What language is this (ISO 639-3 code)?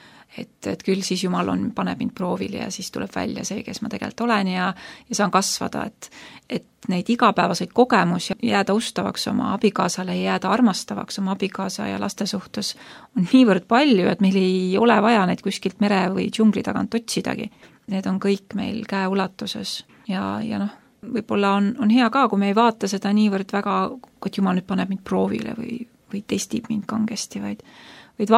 est